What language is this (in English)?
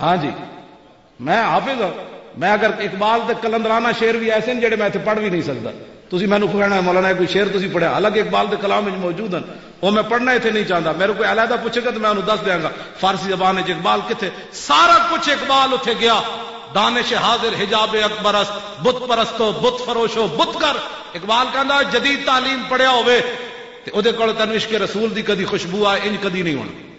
Western Panjabi